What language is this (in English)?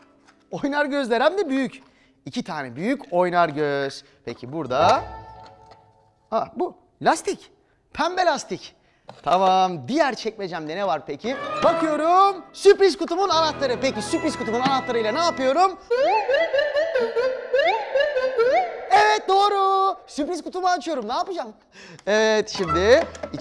Turkish